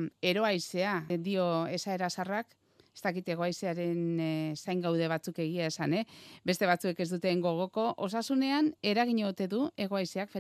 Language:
Basque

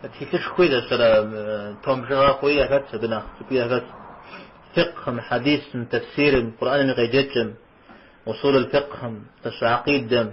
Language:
Kabardian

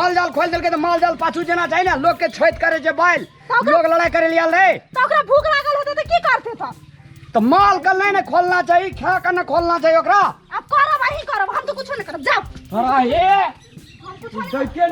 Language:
Maithili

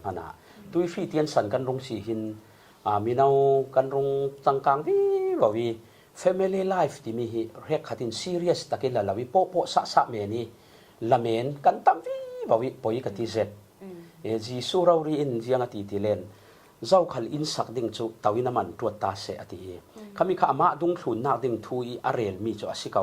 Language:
Falam Chin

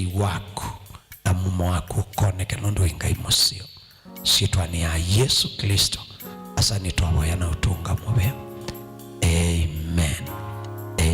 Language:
Kamba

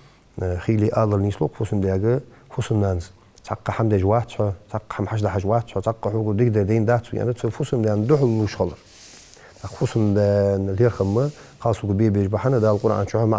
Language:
Ingush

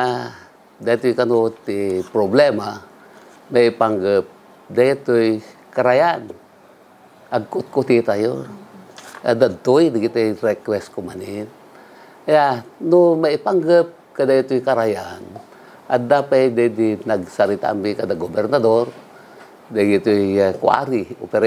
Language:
Iloko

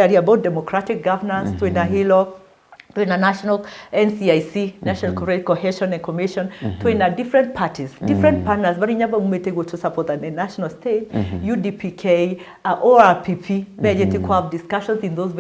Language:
Meru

